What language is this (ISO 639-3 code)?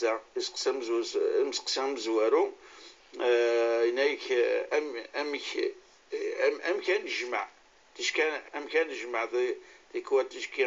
kab